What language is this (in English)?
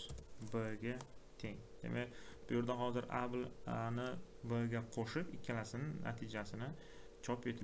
Uzbek